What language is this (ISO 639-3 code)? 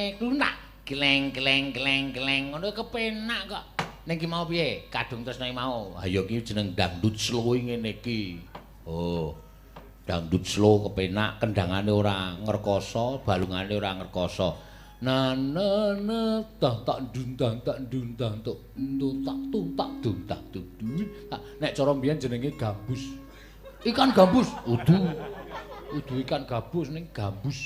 jav